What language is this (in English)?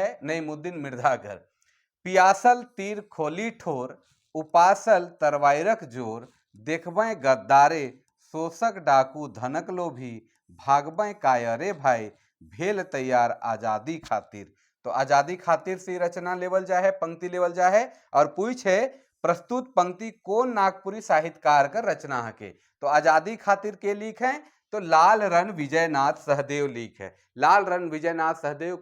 Sadri